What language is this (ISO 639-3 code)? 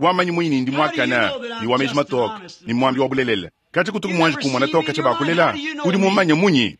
lua